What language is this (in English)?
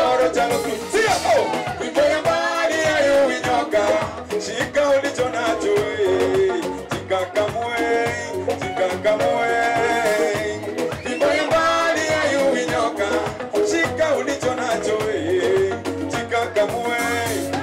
Swahili